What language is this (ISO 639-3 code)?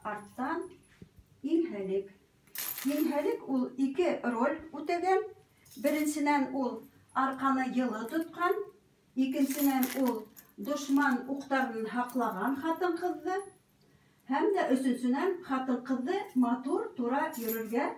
bak